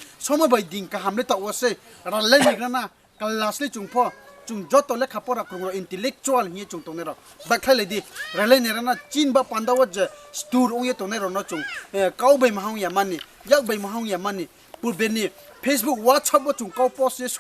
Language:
Riang (India)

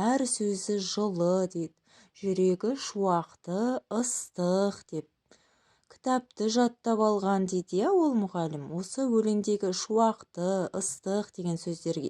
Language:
Kazakh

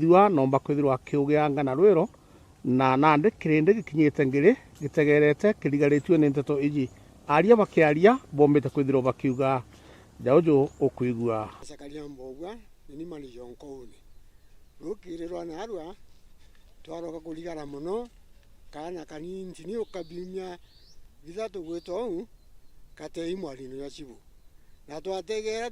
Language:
Meru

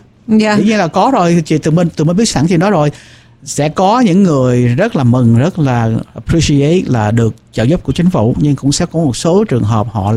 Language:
Vietnamese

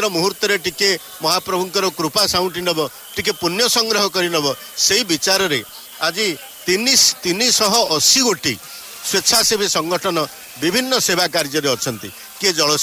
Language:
Odia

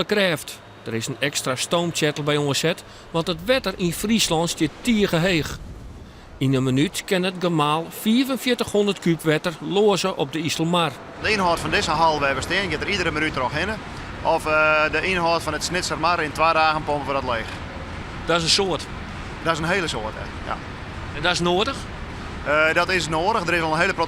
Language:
Western Frisian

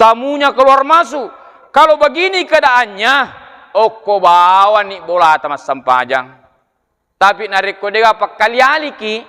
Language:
Buginese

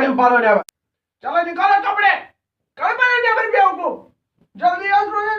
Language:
Kashmiri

